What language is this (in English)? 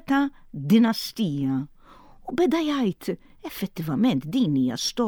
Maltese